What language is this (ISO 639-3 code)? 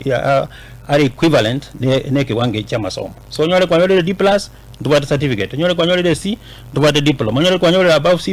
guz